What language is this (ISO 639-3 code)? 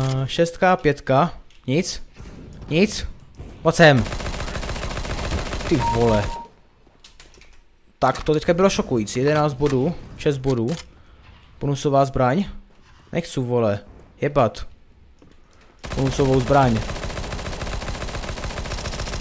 ces